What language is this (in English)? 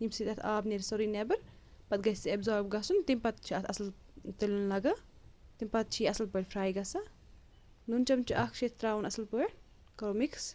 Kashmiri